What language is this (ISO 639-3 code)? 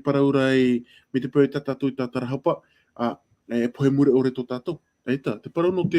tah